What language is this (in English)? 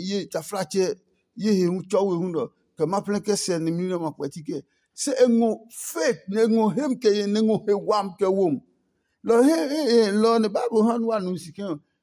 Adangme